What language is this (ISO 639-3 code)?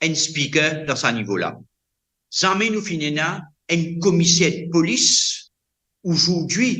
mfe